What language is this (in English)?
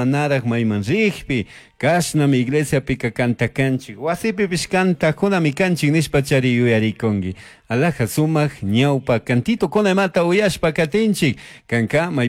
Chimborazo Highland Quichua